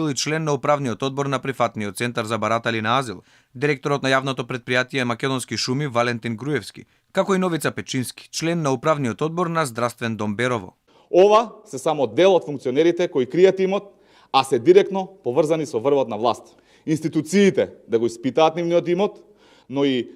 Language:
Macedonian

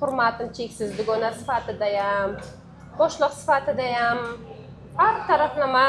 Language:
Uzbek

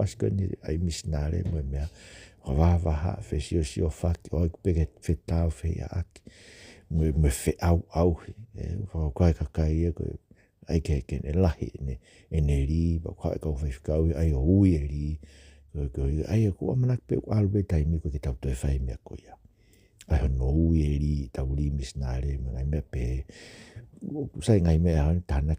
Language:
Tongan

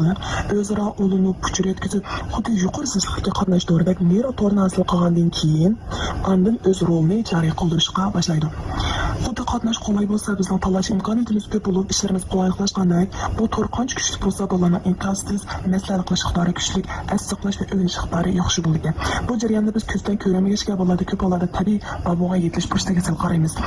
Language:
Uyghur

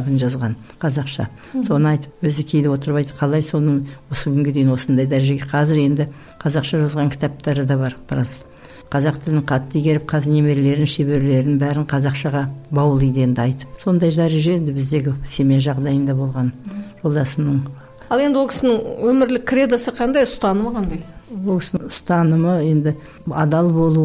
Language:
Kazakh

